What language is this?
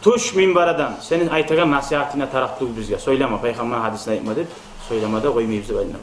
Kumyk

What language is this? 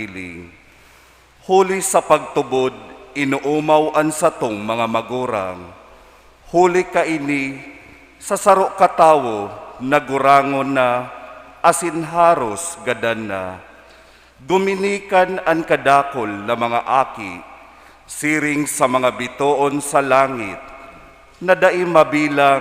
Bikol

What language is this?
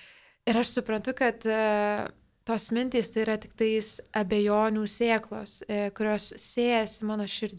Lithuanian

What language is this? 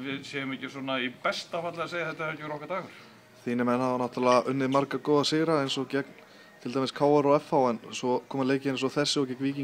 Icelandic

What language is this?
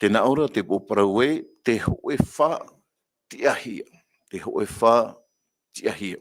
Tahitian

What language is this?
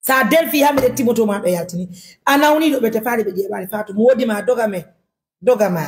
Fula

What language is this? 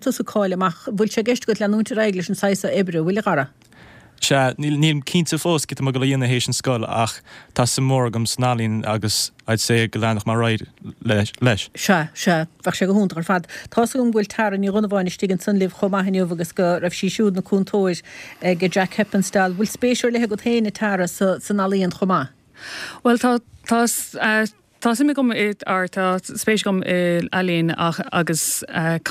Irish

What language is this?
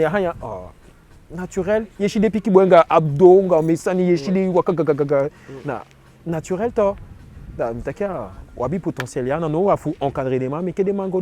Eastern Maroon Creole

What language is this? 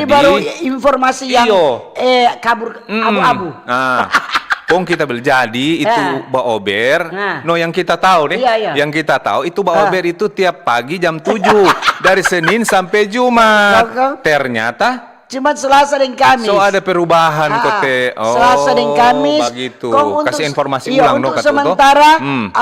Manado Malay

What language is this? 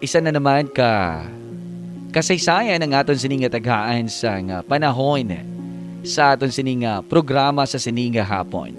Hiligaynon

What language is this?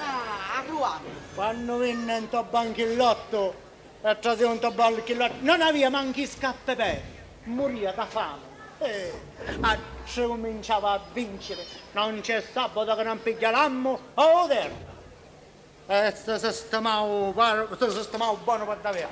Sicilian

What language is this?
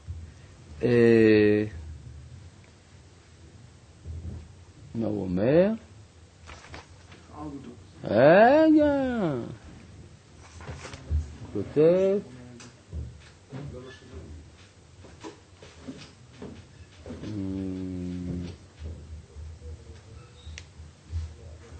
Hebrew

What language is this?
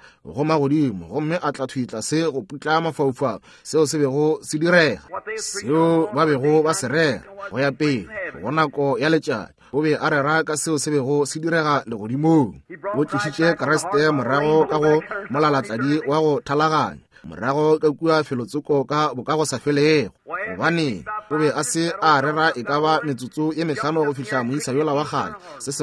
Northern Sotho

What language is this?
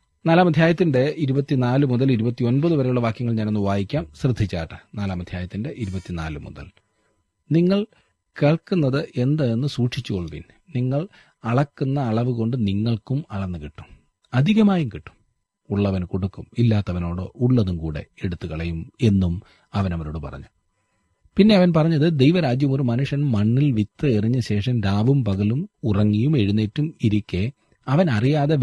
Malayalam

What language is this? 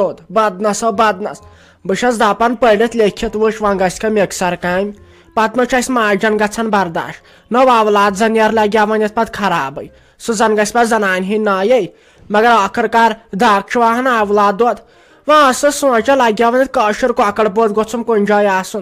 Kashmiri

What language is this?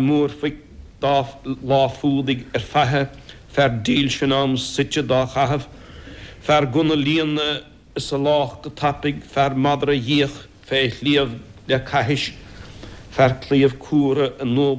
Irish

